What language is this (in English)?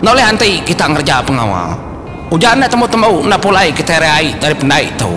Iban